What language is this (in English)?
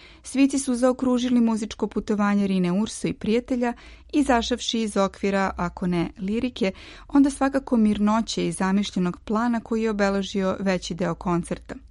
Serbian